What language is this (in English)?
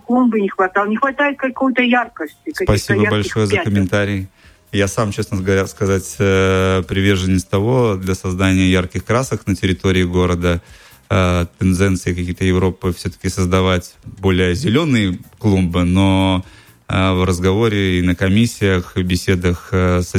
Russian